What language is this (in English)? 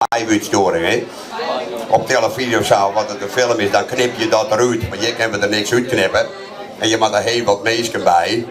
Western Frisian